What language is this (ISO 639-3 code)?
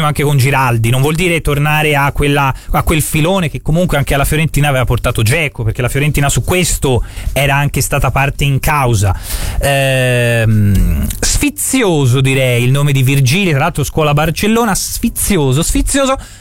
ita